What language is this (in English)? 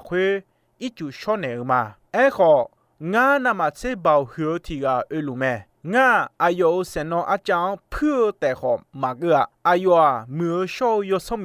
Akha